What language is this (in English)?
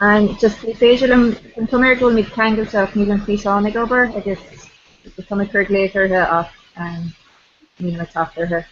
Irish